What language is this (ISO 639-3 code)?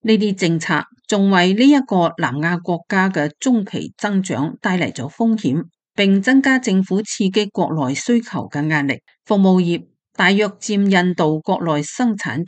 yue